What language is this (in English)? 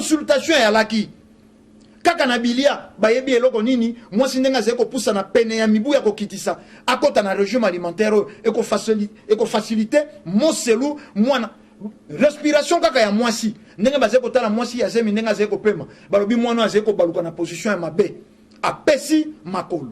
Lingala